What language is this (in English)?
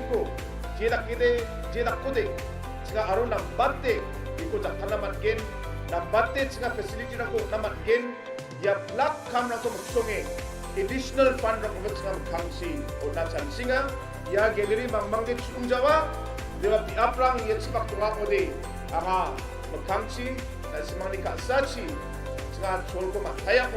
Garo